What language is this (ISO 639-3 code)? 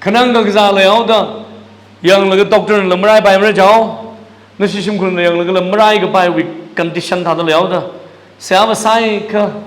nmf